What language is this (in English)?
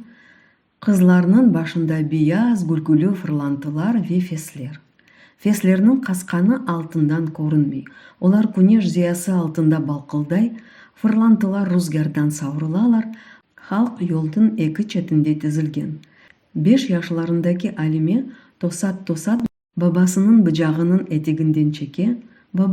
Crimean Tatar